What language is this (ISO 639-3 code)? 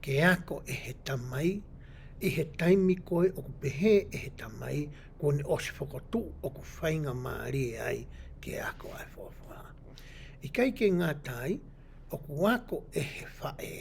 ton